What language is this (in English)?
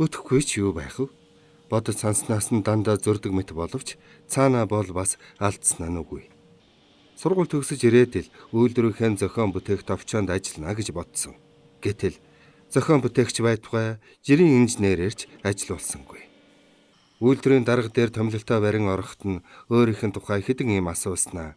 Mongolian